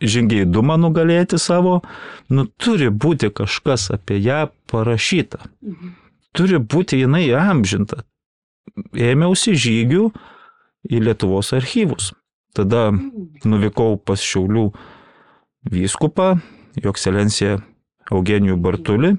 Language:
Lithuanian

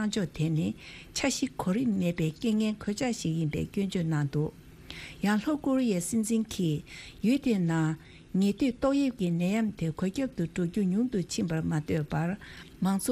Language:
Tibetan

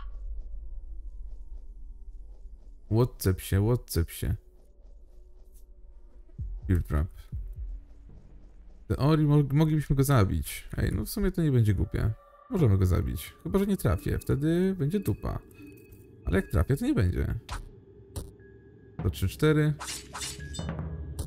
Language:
Polish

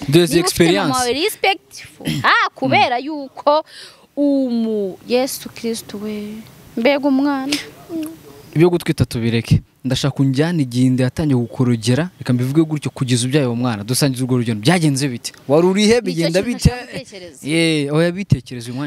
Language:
Kinyarwanda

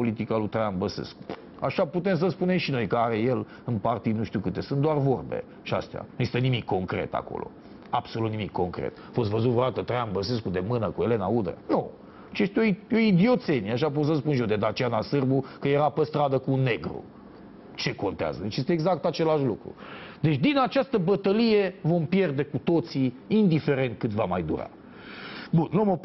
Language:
Romanian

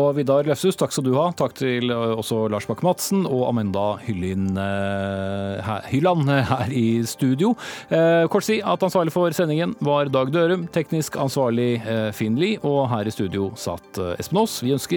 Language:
Norwegian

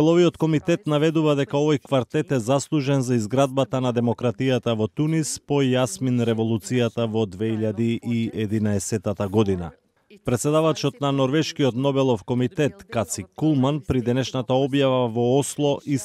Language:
Macedonian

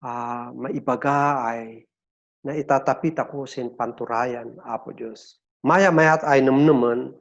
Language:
Kankanaey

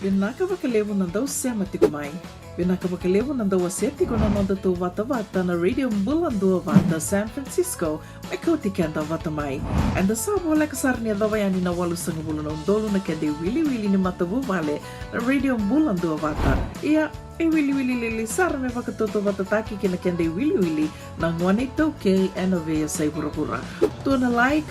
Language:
Fijian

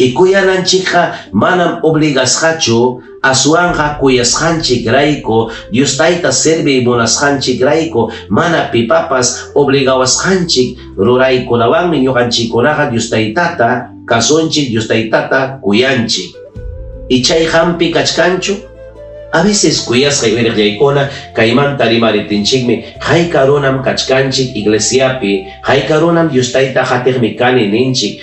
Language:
Ayacucho Quechua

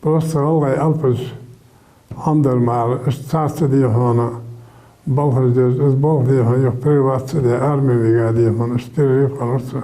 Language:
Ingush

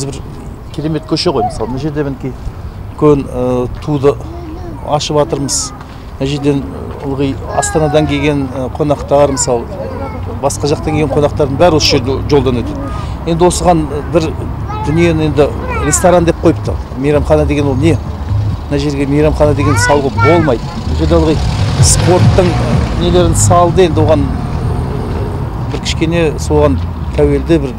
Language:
Kazakh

